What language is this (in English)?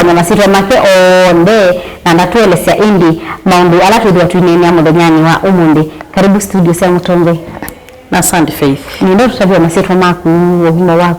Kamba